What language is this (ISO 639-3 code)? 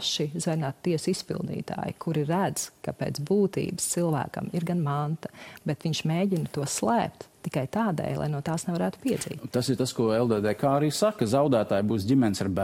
lav